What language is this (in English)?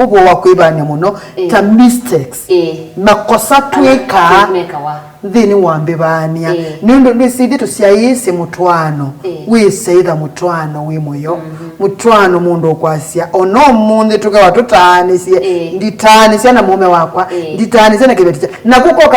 Kamba